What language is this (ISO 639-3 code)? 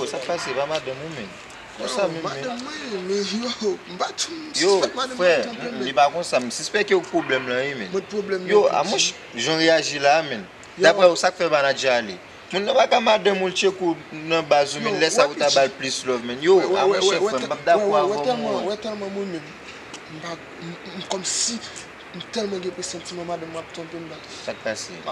hat